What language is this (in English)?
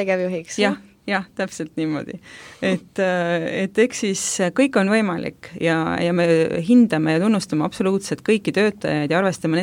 Estonian